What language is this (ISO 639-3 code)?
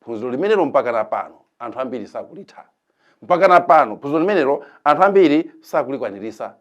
nya